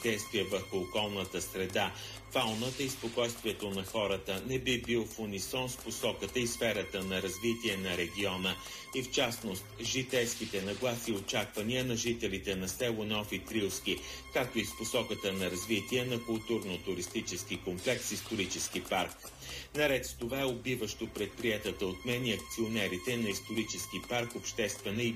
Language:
Bulgarian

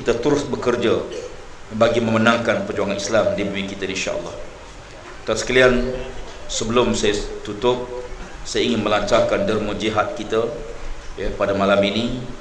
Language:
Malay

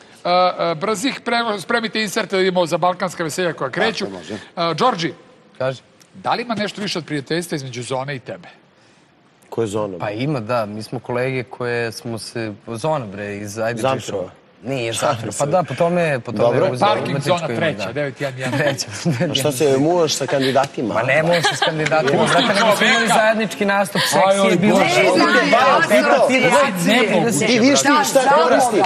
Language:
Serbian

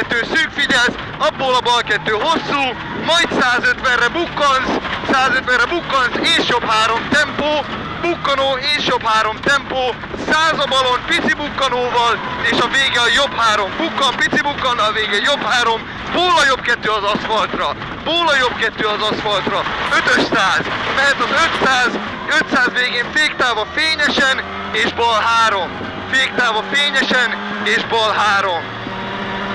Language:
Hungarian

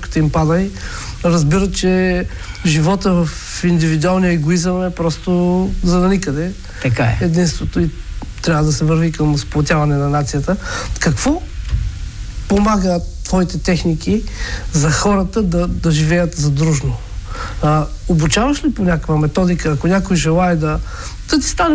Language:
Bulgarian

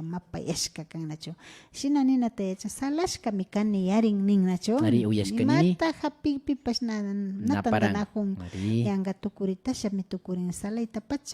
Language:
Imbabura Highland Quichua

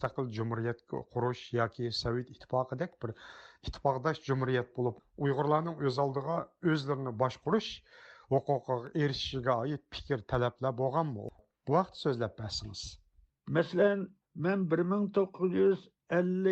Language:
Uyghur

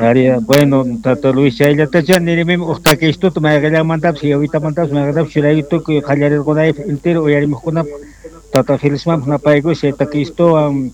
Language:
South Bolivian Quechua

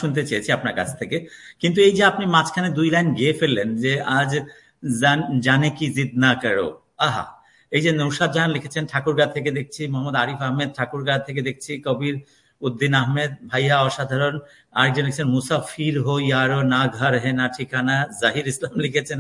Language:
Bangla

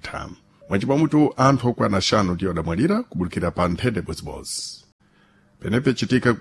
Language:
Sena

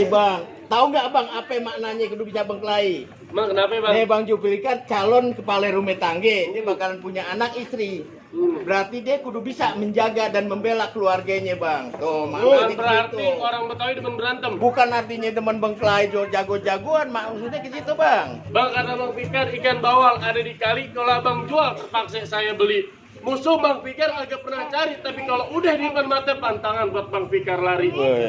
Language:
Betawi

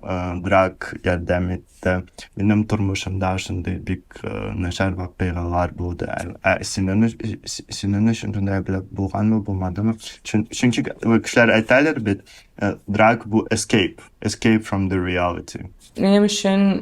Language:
Tatar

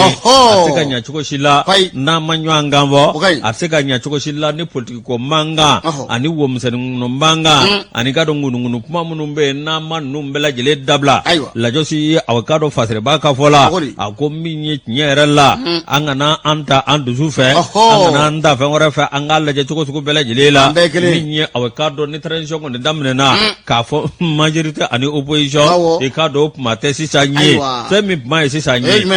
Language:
Bambara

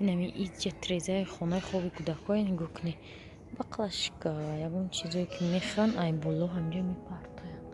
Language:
Tajik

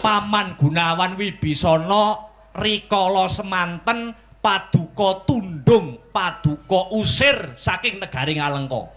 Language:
Javanese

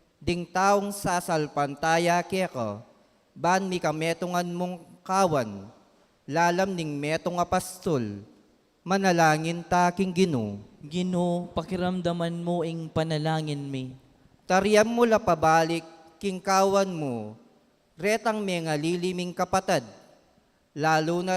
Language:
Pampanga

